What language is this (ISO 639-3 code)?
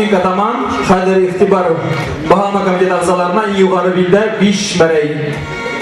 bak